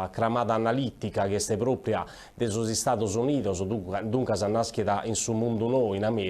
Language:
Sardinian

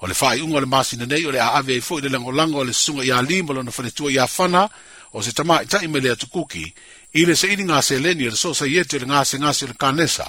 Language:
Samoan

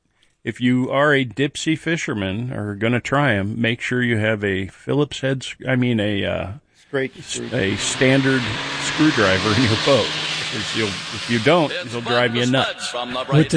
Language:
English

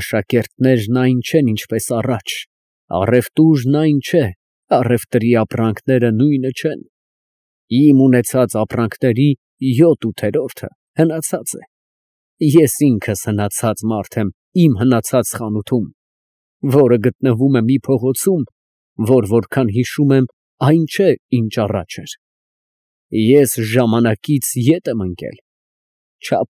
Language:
Armenian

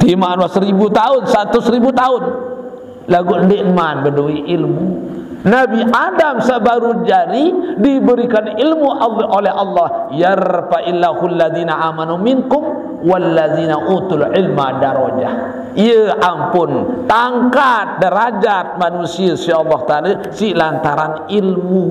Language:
Sasak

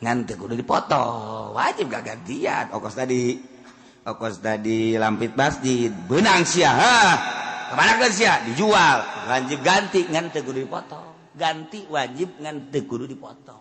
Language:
Sundanese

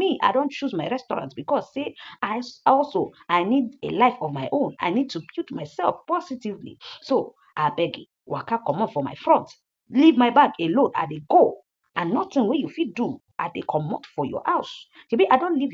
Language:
Nigerian Pidgin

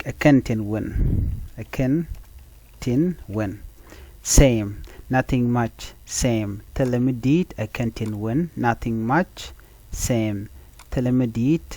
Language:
Nuer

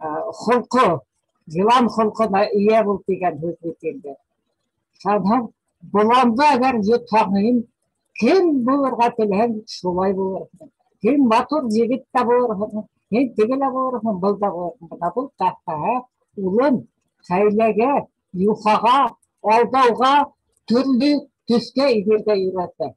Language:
Bashkir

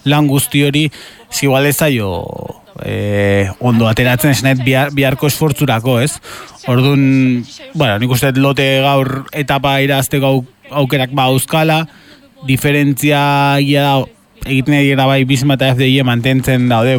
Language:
Basque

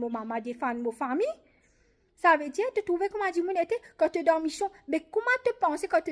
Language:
Morisyen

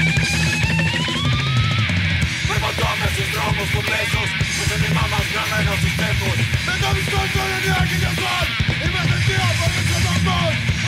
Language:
Greek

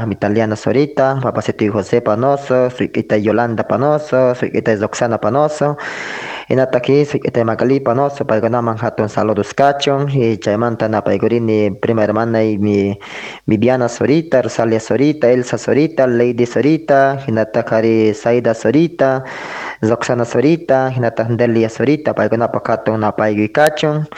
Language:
South Bolivian Quechua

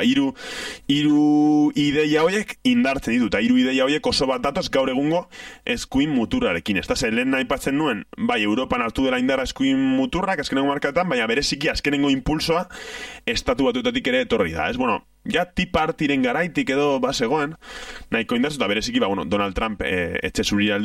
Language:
Basque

